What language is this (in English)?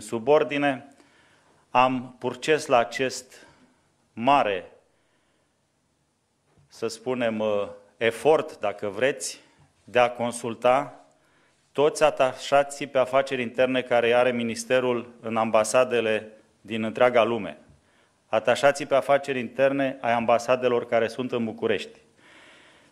Romanian